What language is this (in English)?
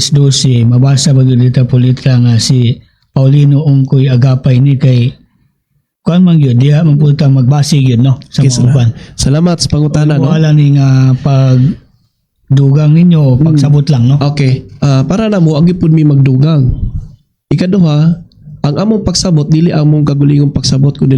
Cebuano